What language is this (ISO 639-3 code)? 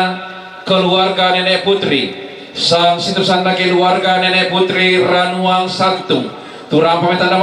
sda